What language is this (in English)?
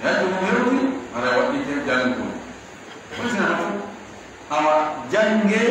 Pular